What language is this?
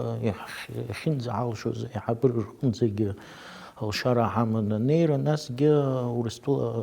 Abkhazian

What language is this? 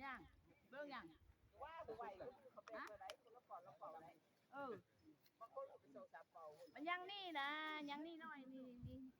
Lao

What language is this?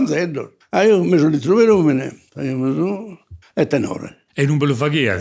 Sardinian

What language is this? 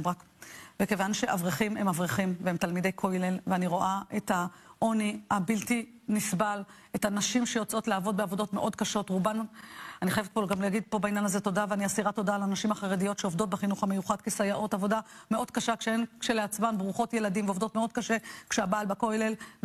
Hebrew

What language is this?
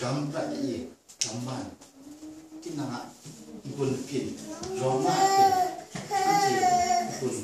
Kachin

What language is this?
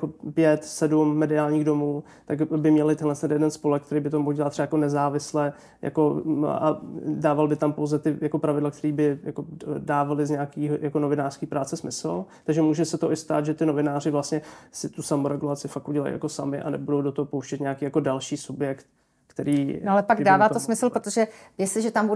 Czech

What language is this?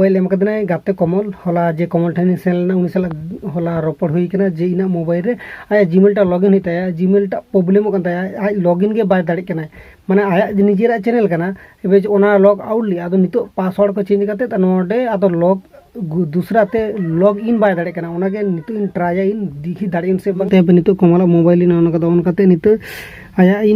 Santali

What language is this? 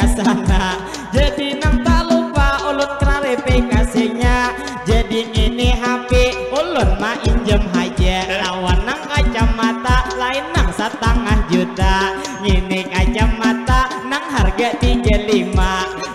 Banjar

